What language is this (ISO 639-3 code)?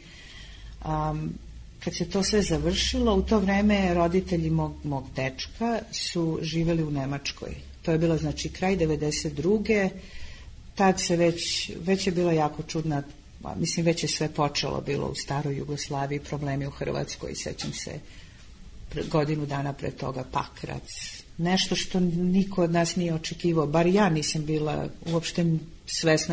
srp